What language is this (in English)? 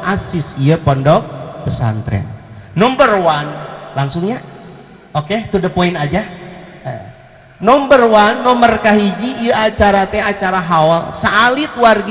Sundanese